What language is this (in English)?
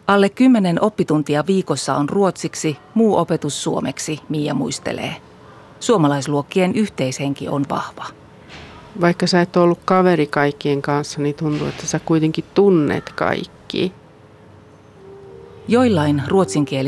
Finnish